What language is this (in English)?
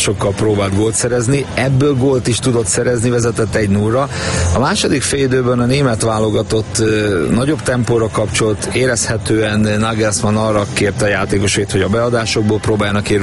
Hungarian